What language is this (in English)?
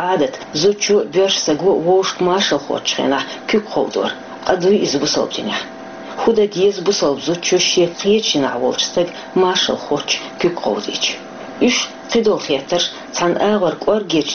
Chechen